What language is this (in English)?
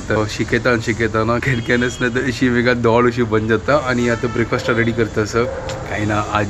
Konkani